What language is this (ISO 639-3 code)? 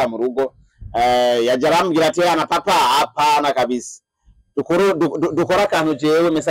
run